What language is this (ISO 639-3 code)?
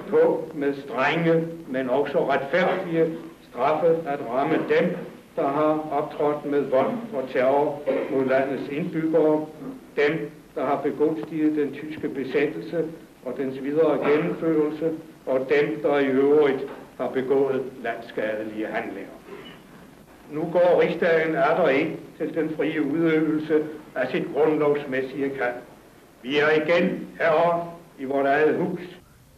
dan